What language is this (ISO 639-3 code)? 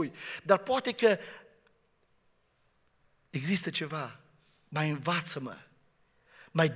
ron